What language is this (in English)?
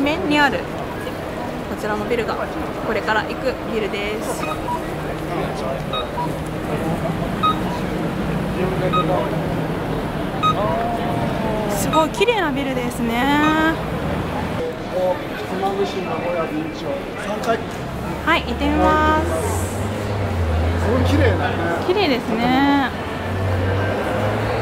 Japanese